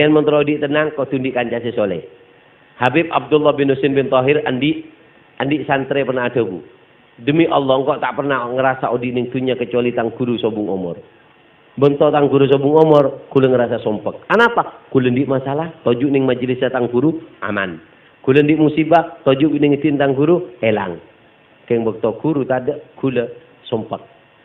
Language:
Madurese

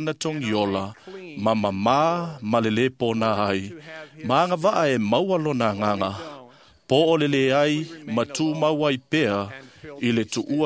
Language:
Samoan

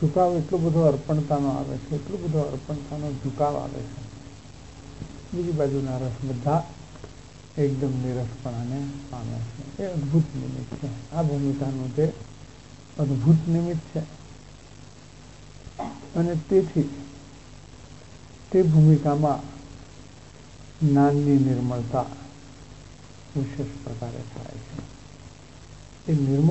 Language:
Gujarati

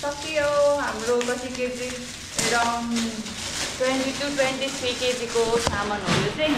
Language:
Nepali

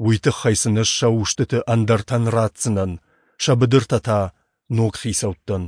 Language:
Ossetic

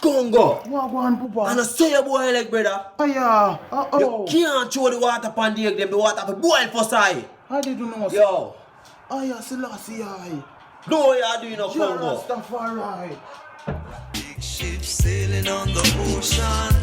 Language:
Jamaican Creole English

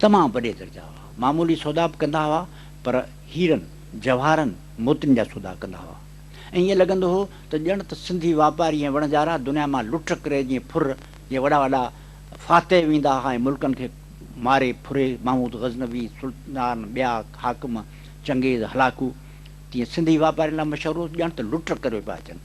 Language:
Sindhi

